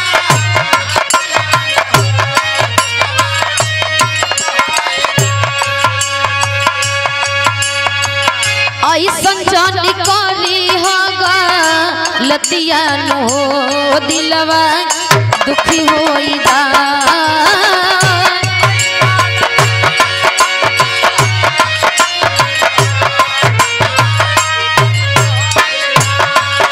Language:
Bhojpuri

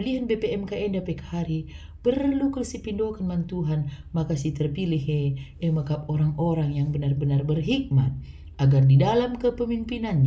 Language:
Batak Karo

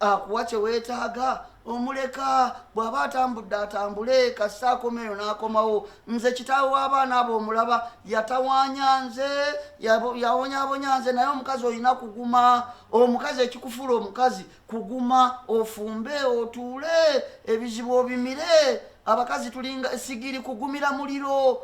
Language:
Ganda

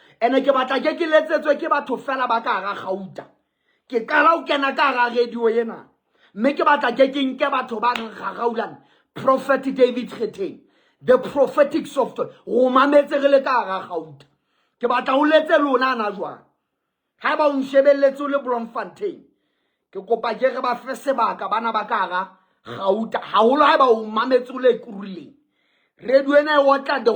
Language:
Southern Sotho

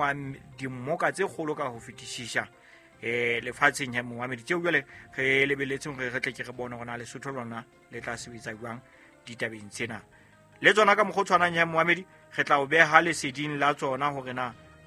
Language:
Southern Sotho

